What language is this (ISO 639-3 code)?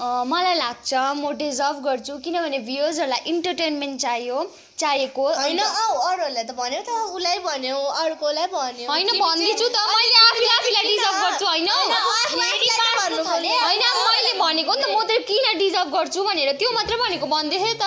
nep